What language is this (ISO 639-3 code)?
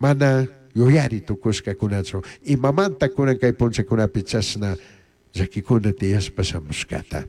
qug